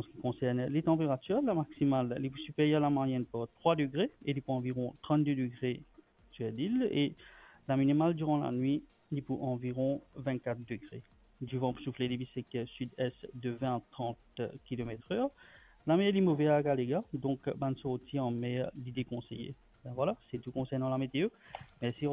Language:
Morisyen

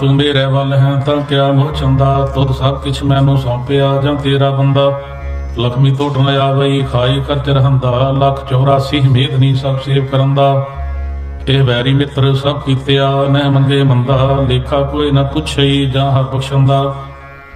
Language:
Punjabi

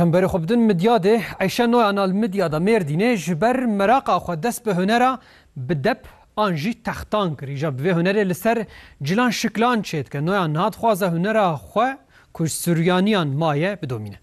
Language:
Kurdish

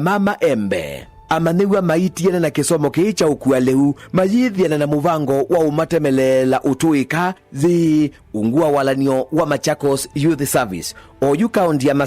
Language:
Kamba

